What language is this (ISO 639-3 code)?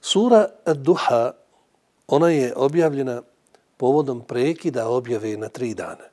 bos